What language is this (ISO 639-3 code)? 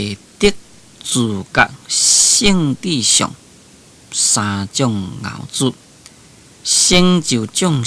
nan